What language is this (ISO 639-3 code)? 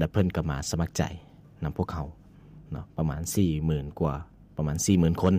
lao